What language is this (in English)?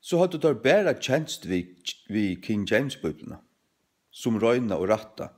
Faroese